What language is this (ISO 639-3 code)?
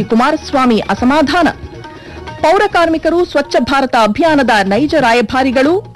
kan